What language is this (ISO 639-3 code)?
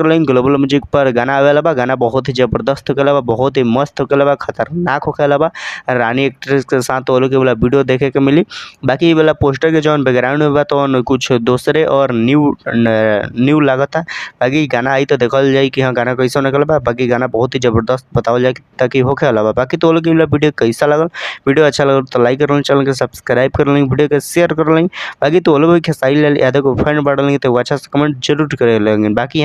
bho